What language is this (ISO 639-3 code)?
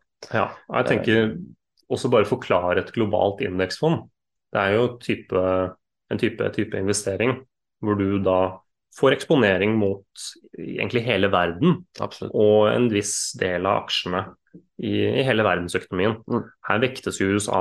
nor